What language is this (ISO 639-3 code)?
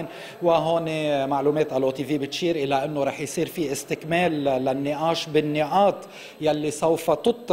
apc